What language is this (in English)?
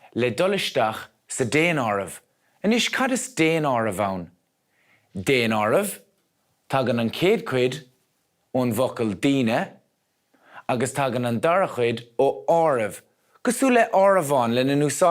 Irish